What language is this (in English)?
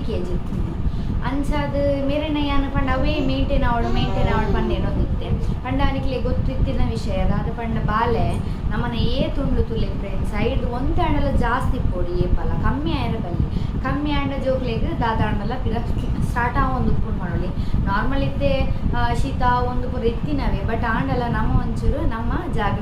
Tulu